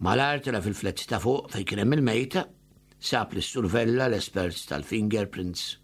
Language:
Maltese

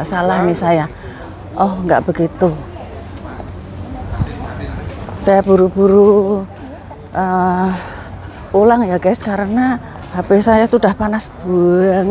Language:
Indonesian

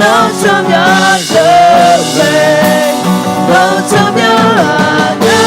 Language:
Akha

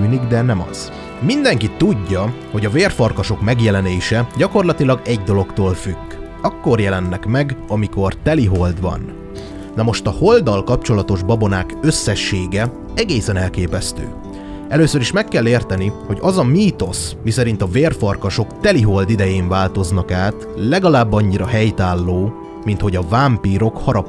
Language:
Hungarian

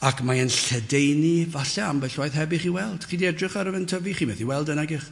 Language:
Welsh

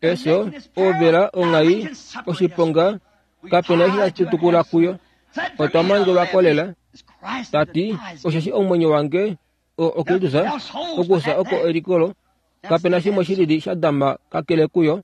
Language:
Kuanyama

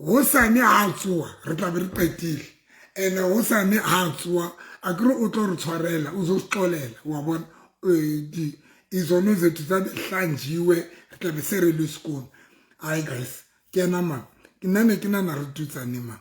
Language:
Southern Sotho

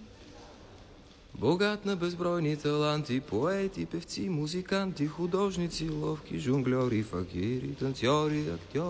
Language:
Bulgarian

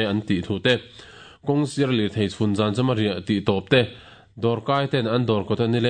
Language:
Mizo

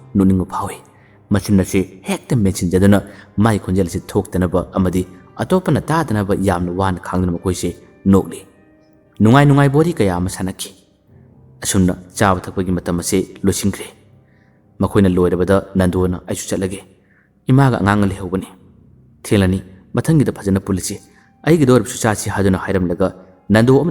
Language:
Manipuri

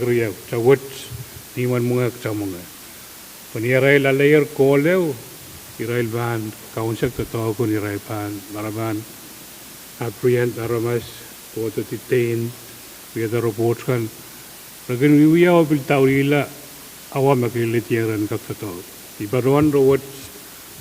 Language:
Pohnpeian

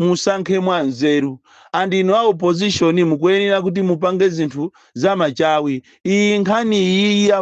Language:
Nyanja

